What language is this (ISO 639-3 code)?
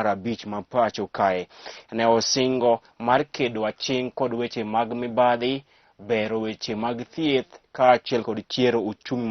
luo